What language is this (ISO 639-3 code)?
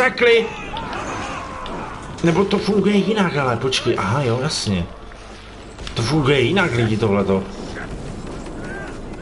ces